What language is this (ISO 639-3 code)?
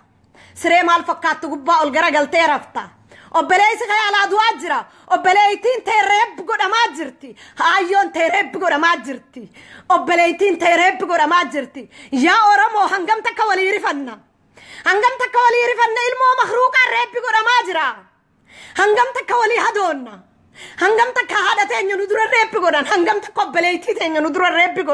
orm